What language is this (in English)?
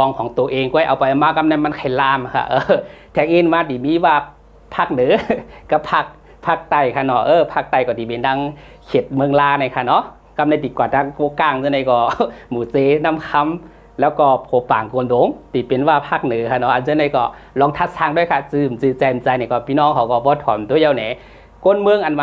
Shan